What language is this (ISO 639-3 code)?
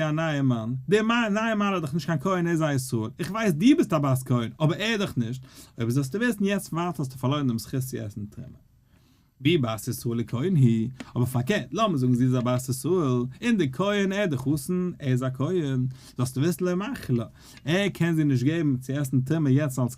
yid